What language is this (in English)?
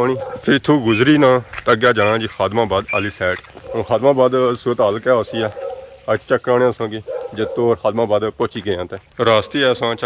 Pahari-Potwari